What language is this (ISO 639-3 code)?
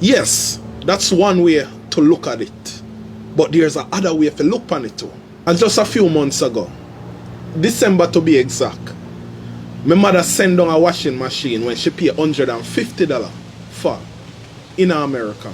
jam